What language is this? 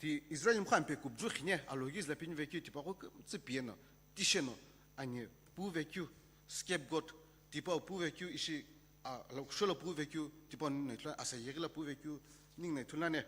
Sumi Naga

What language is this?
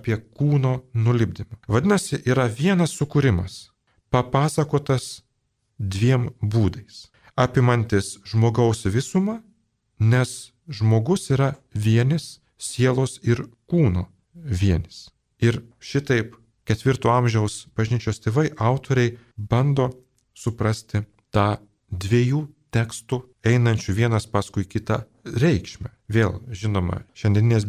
Lithuanian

